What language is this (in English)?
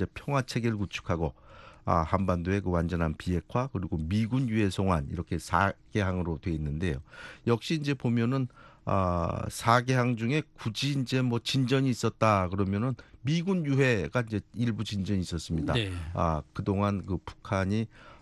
Korean